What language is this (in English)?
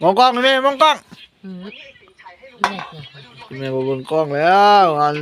Northeastern Thai